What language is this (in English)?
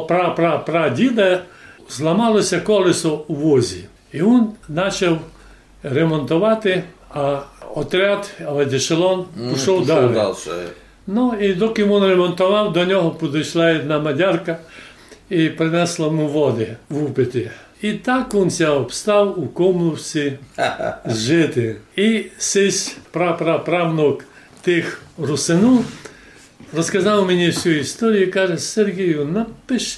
Rusyn